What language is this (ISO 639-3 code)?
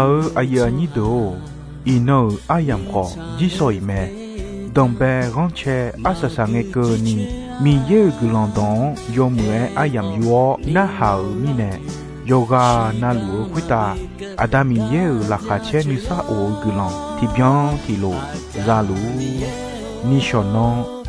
ahk